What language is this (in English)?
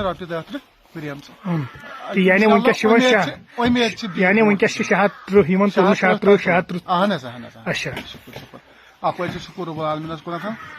Kashmiri